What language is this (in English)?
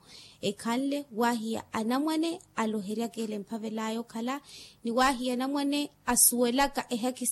Makhuwa